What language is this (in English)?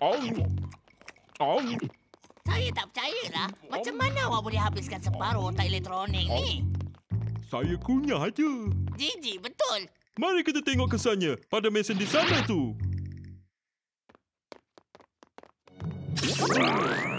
Malay